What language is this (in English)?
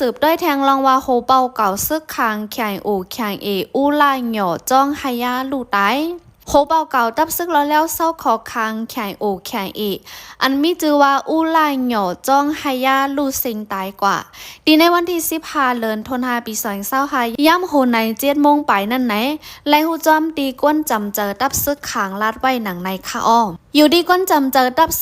Shan